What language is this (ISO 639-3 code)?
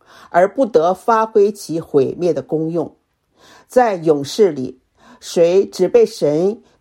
zho